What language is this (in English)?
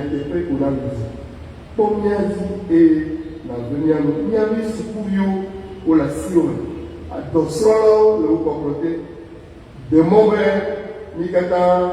Ewe